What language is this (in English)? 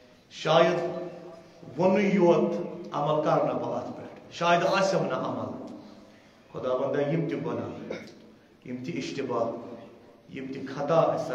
Kashmiri